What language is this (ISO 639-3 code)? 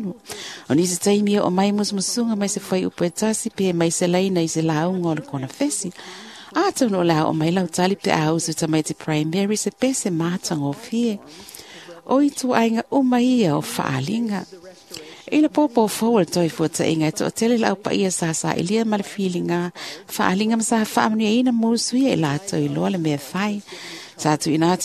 smo